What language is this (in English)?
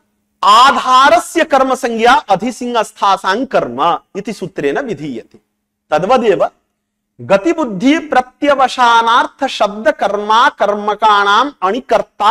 Sanskrit